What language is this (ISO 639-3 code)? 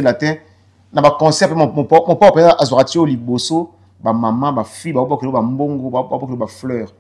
lin